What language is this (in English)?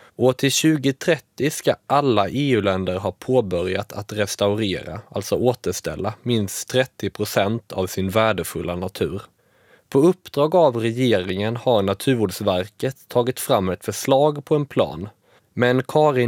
Swedish